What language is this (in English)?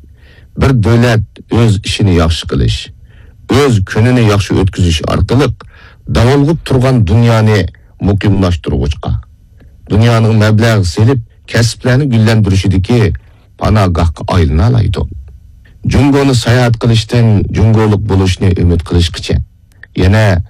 Uyghur